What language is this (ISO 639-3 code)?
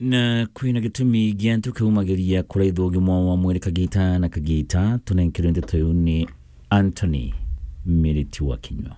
mer